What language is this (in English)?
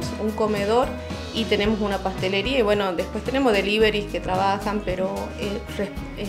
Spanish